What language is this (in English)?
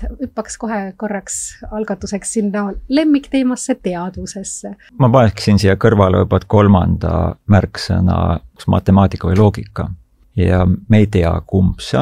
Estonian